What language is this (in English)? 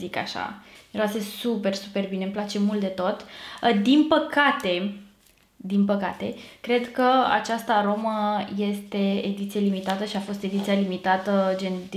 Romanian